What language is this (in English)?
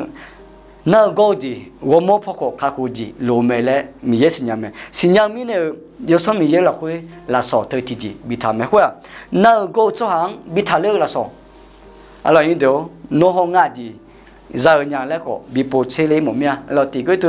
Akha